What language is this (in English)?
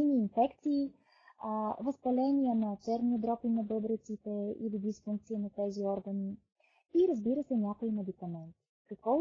Bulgarian